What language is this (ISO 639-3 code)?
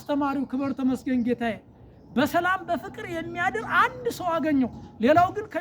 amh